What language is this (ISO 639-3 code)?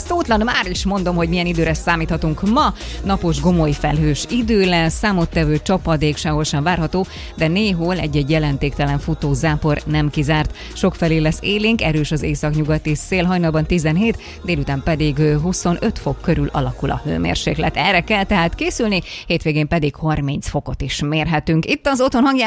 hun